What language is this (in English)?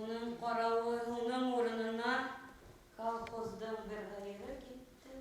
Bashkir